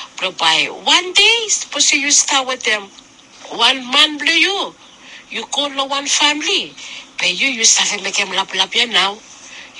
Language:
Bislama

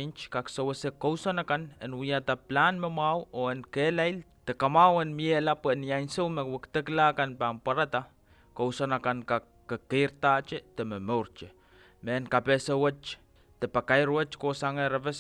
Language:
Pohnpeian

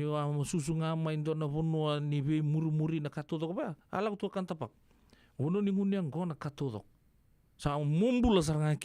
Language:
Fijian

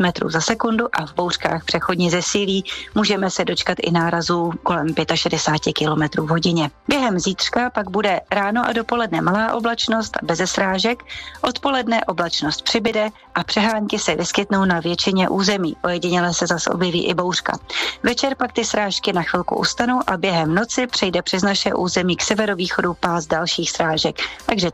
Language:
Czech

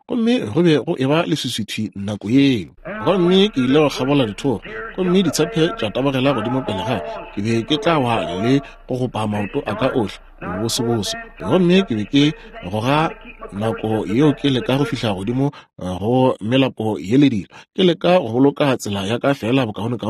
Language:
Northern Sotho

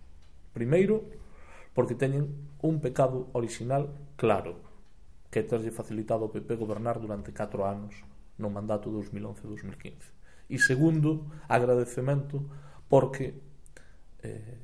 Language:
Galician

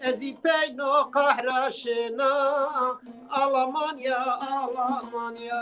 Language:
Zaza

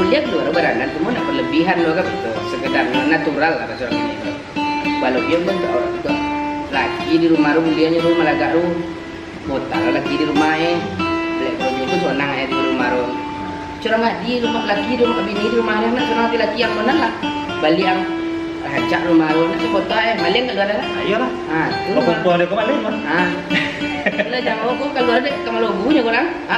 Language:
Minangkabau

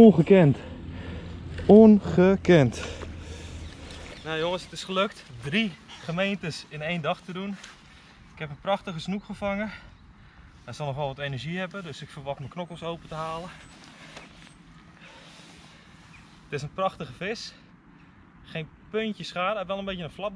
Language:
Dutch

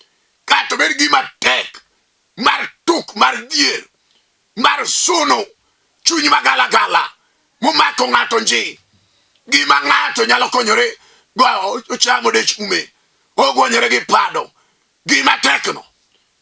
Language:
Luo (Kenya and Tanzania)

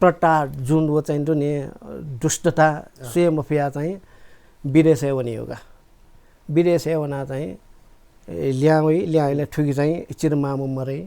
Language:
Newari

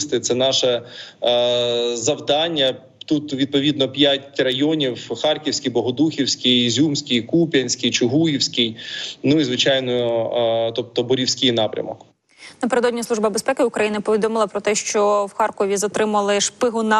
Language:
Ukrainian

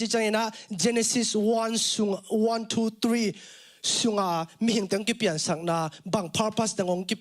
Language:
Tedim Chin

